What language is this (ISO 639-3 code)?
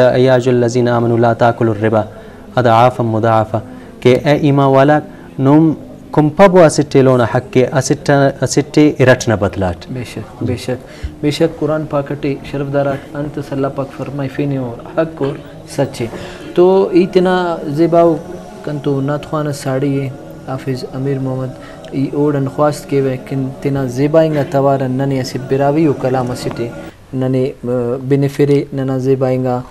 brh